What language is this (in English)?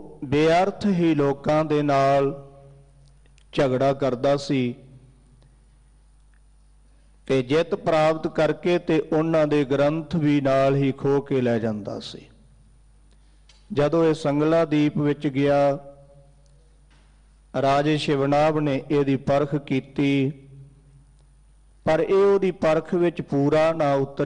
Punjabi